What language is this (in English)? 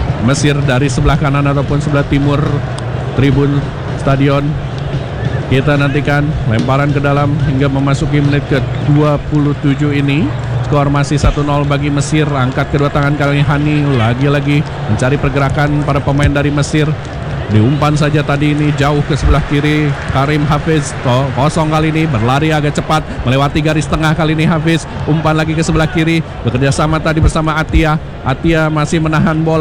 Indonesian